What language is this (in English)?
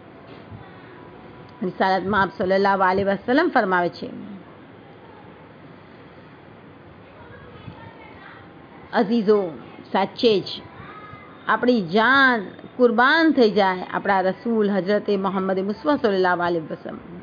Gujarati